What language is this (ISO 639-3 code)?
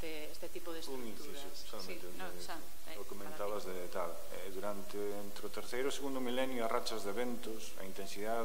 glg